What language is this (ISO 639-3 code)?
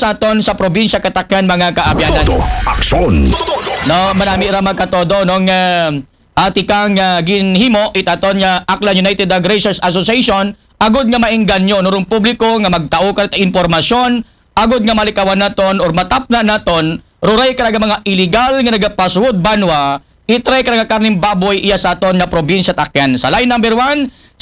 akl